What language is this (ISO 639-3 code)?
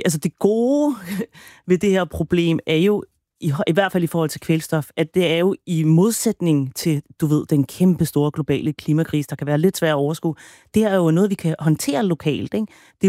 dan